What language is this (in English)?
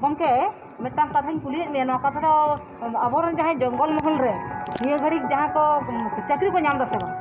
Santali